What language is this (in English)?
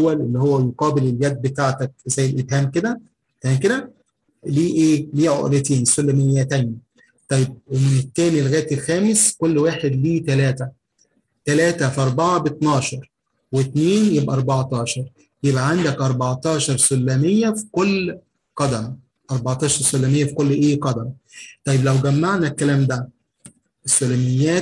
Egyptian Arabic